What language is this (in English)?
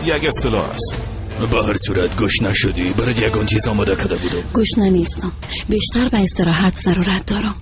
Persian